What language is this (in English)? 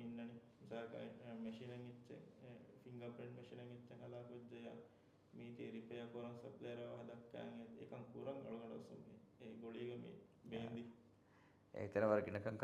Divehi